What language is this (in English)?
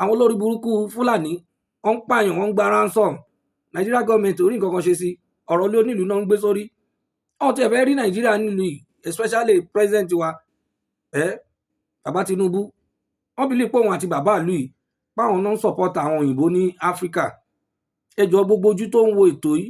Yoruba